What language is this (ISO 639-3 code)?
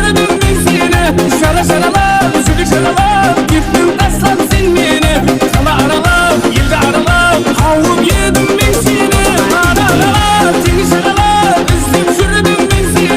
kaa